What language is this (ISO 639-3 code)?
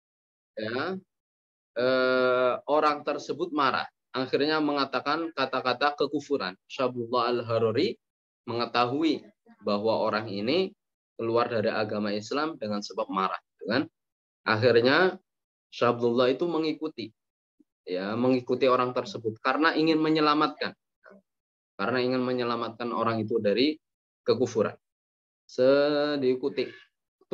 ind